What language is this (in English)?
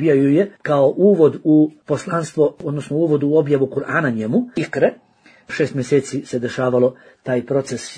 Bosnian